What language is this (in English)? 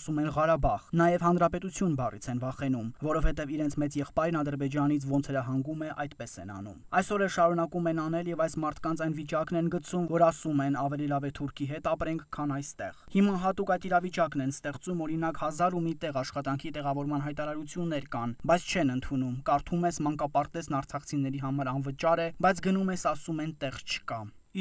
Armenian